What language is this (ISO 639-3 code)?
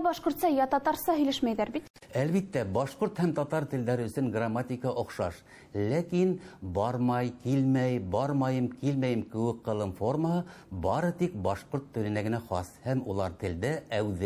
bak